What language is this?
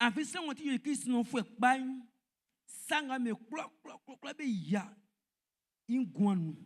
Baoulé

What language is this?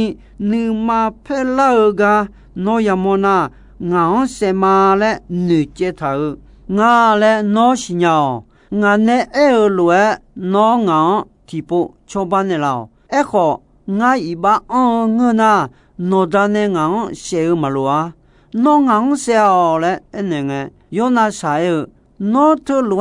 Akha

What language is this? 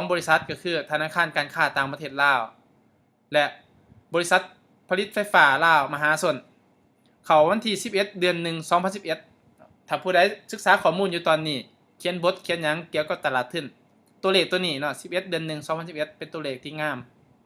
Lao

